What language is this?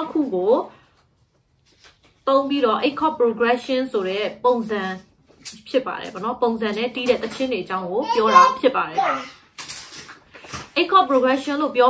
Burmese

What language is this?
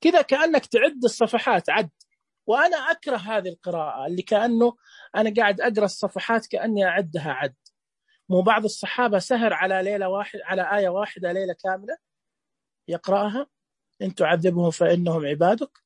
Najdi Arabic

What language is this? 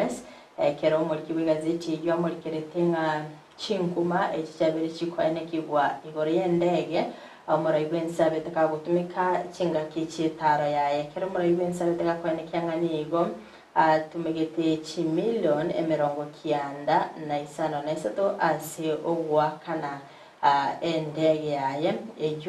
Gusii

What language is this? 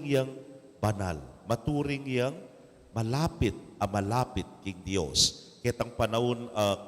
Pampanga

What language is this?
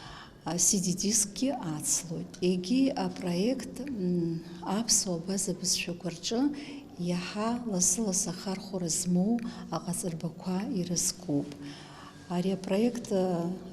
Abkhazian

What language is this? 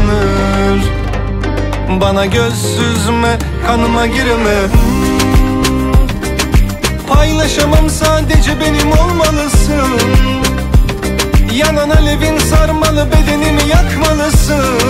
Turkish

